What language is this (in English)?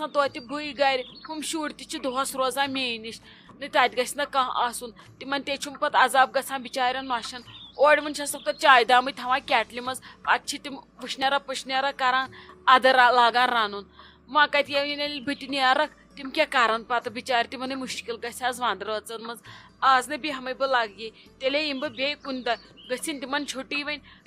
Kashmiri